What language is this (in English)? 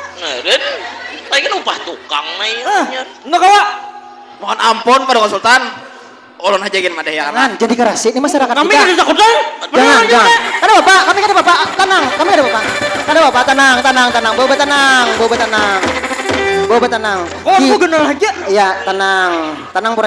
Banjar